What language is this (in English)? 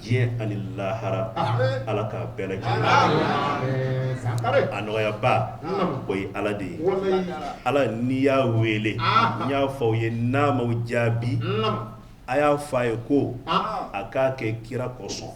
Bambara